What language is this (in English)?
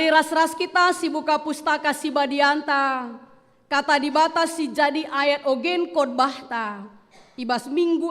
Batak Karo